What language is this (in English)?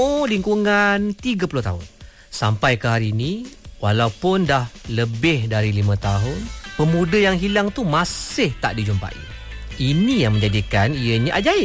Malay